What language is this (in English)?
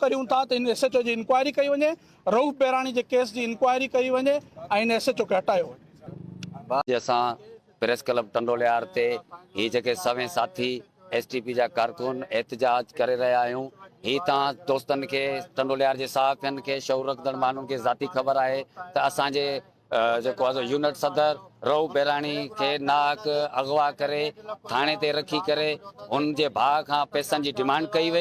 Sindhi